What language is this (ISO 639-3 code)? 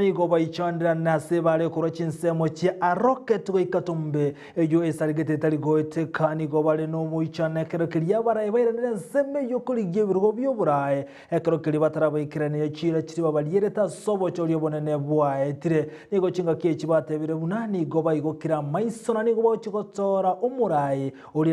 guz